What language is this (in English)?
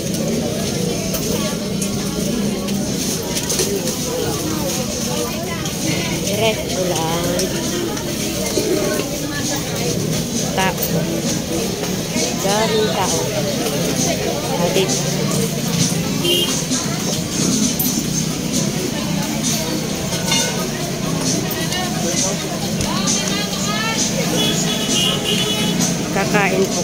Filipino